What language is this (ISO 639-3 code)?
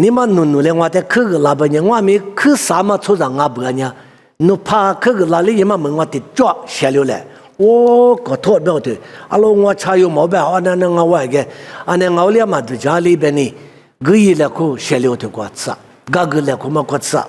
lis